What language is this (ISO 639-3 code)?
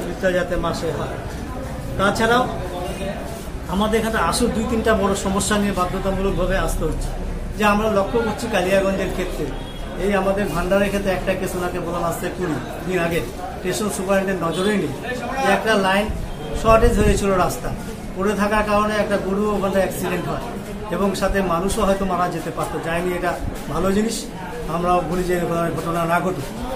ben